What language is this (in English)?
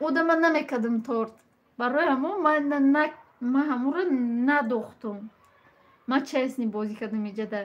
Tajik